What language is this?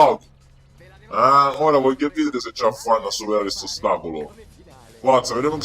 Sicilian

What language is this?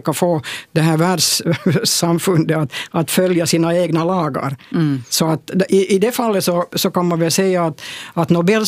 Swedish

